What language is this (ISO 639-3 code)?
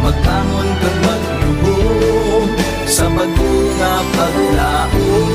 hil